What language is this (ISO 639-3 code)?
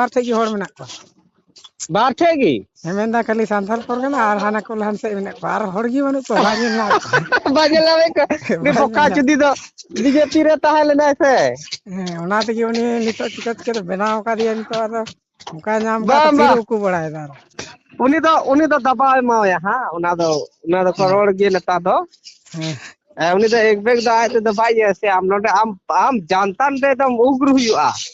sat